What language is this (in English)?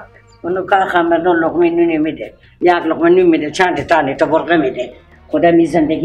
Persian